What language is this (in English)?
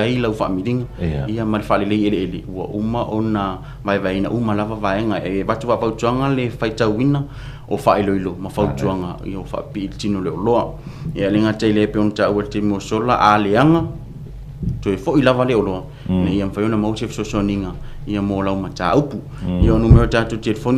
Samoan